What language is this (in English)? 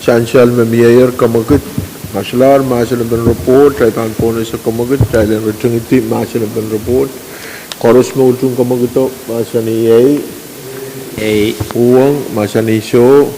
Pohnpeian